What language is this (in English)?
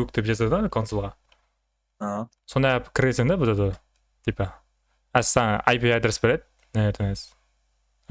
Kara-Kalpak